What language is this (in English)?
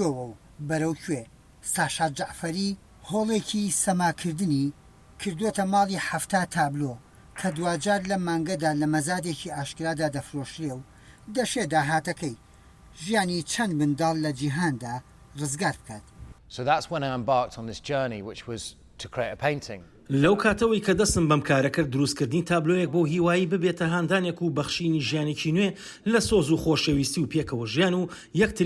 Central Kurdish